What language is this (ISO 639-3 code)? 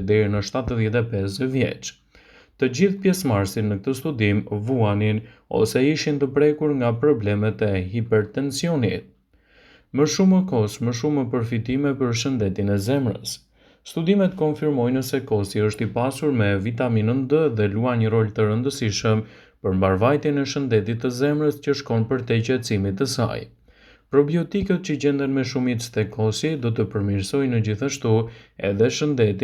sqi